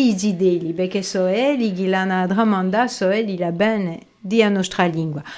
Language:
Corsican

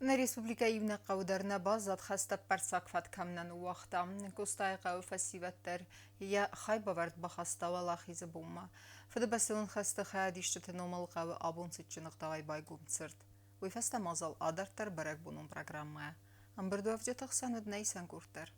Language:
Ossetic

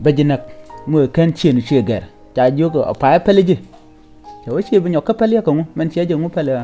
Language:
Nuer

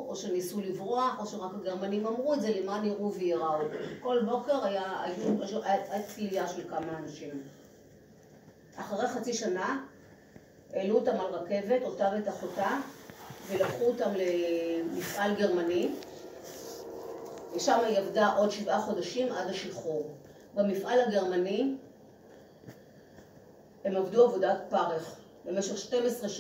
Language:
Hebrew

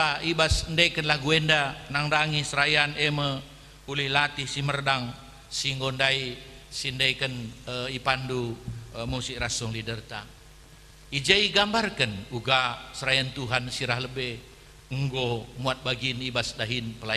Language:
Batak Karo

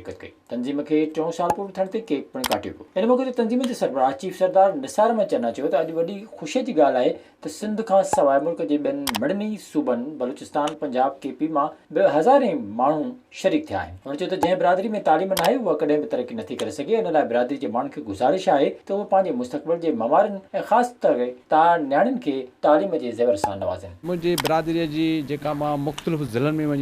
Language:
Sindhi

